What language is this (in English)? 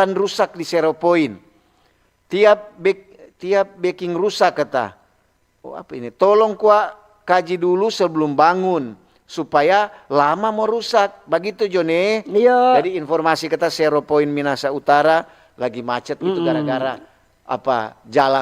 Manado Malay